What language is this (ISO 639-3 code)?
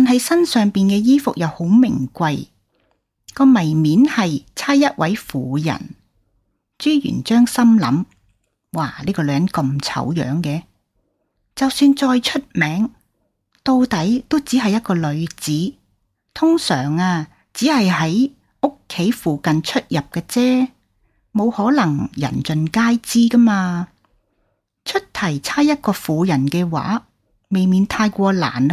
yue